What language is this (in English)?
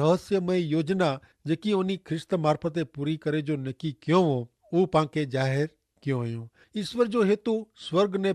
Kachhi